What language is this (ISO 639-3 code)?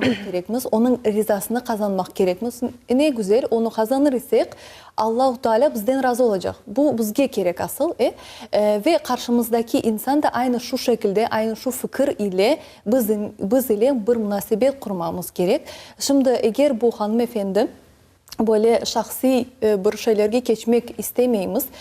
crh